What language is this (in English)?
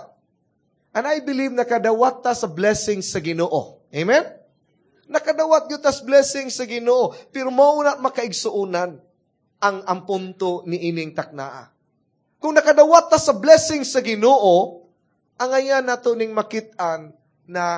Cebuano